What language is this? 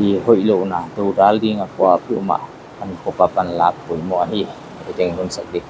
Paite Chin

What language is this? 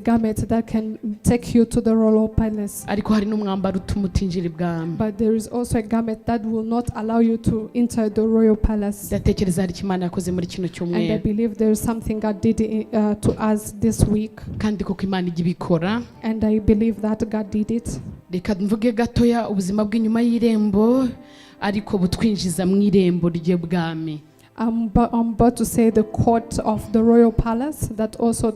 Kinyarwanda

